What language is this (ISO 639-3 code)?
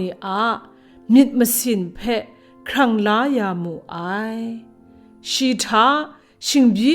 kac